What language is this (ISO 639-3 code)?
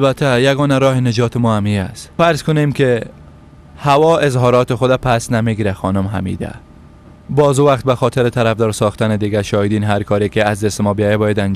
fas